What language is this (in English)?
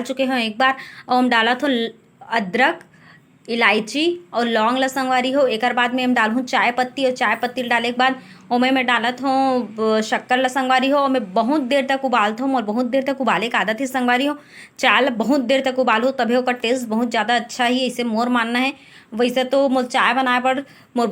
Chhattisgarhi